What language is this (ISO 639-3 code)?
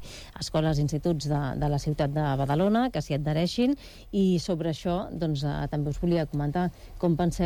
cat